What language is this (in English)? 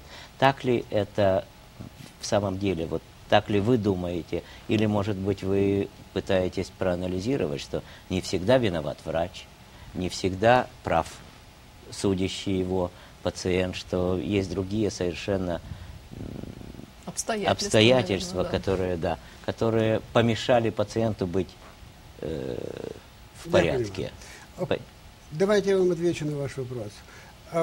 Russian